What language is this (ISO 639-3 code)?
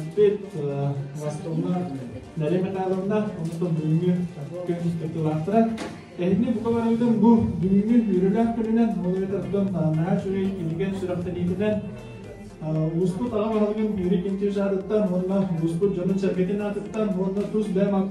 sah